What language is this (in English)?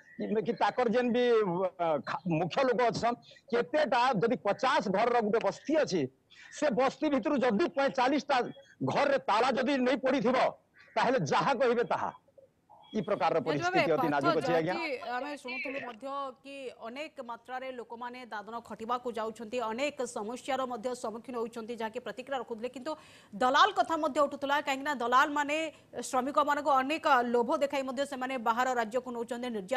Odia